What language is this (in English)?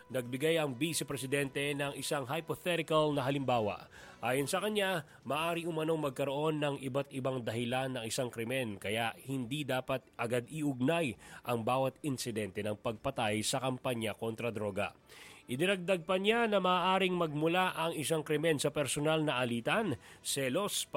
Filipino